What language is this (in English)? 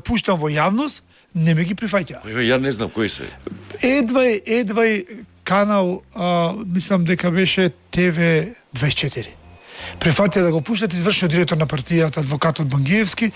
Macedonian